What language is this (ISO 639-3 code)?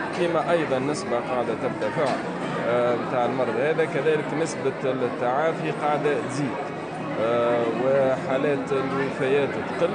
aeb